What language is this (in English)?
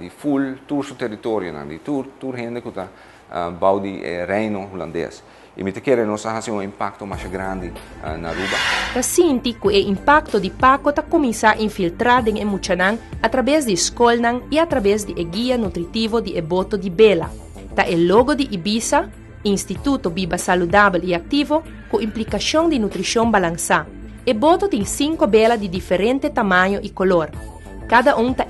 Papiamento